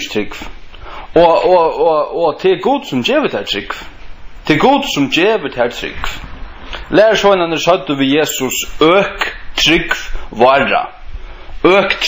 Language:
Faroese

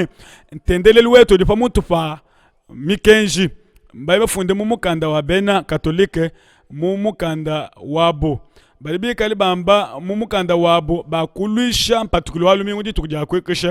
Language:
Luba-Lulua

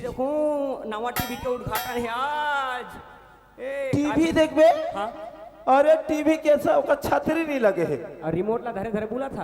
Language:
Chhattisgarhi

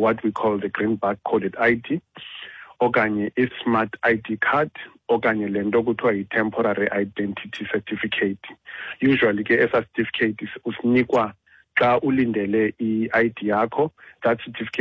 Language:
Xhosa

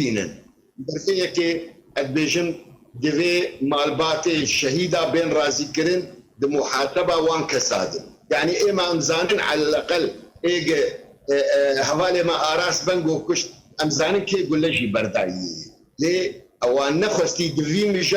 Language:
Kurdish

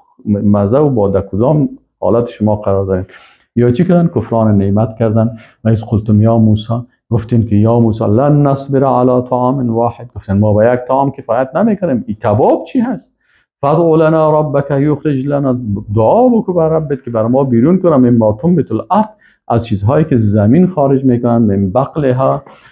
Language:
Persian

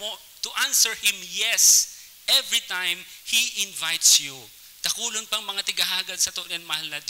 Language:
Bikol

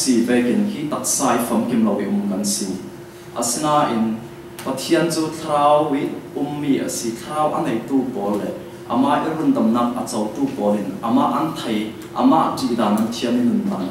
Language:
Falam Chin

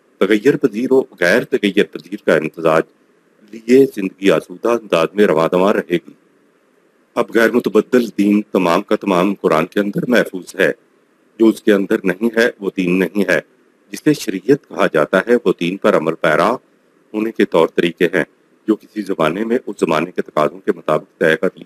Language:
Urdu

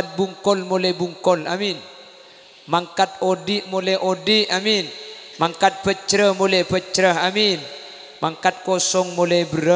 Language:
Madurese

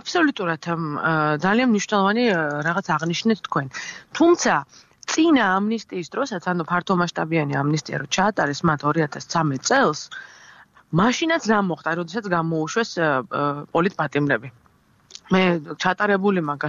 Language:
Georgian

